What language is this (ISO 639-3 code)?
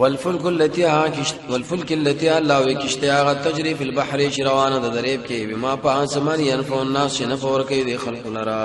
pus